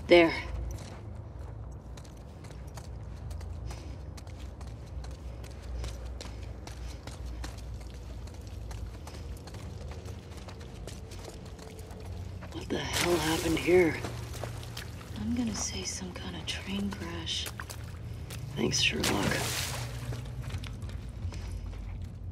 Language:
English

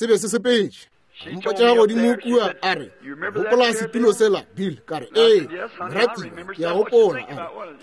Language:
Northern Sotho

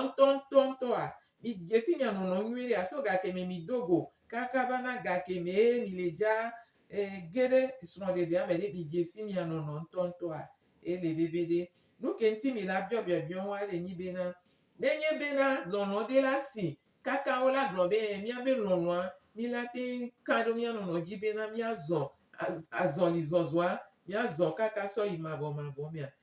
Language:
Gen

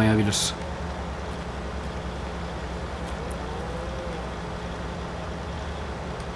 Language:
Turkish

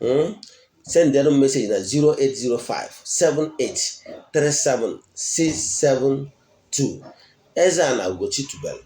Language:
Igbo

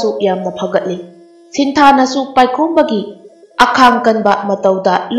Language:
Manipuri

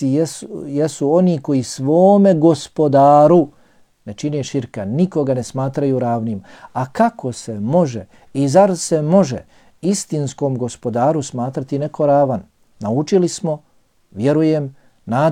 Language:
Bosnian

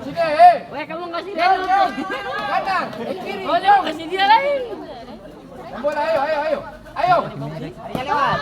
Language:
Ambonese Malay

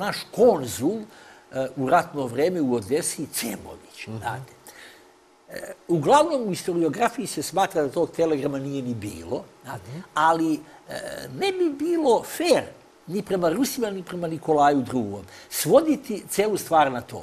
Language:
Serbian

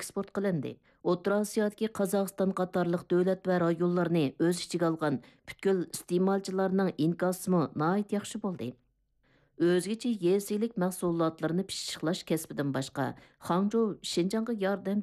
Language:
Uyghur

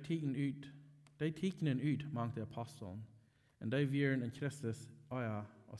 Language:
Plautdietsch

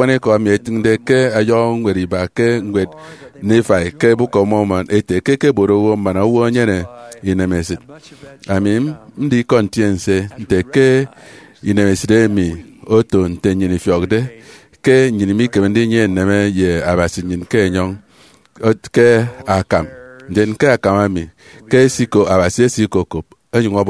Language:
Efik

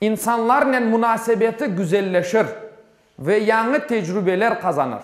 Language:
Crimean Tatar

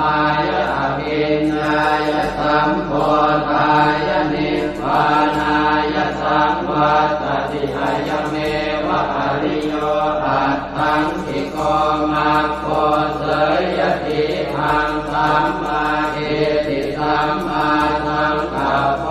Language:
Pali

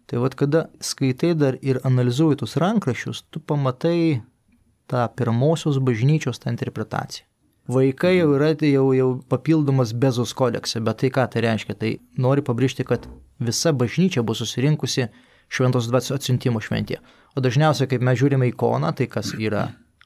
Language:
Lithuanian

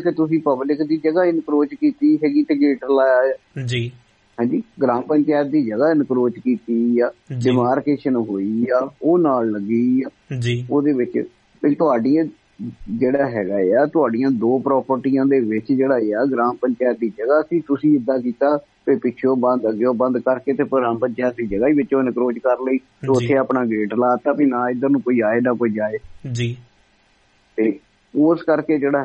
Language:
Punjabi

